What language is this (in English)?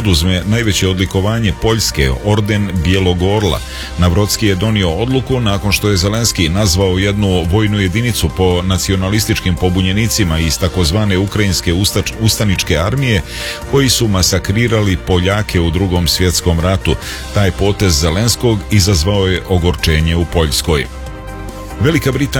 Serbian